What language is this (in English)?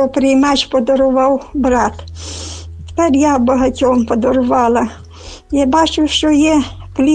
Ukrainian